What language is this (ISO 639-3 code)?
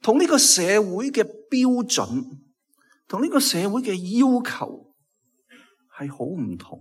yue